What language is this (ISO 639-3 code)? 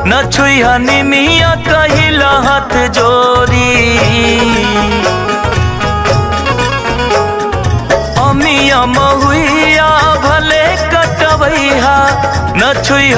bho